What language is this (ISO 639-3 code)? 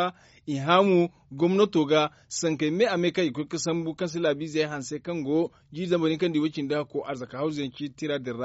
dje